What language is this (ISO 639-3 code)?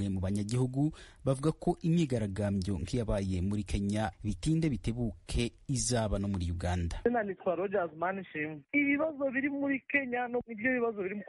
kin